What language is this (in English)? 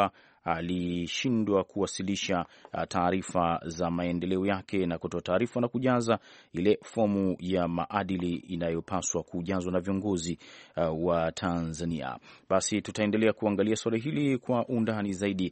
Swahili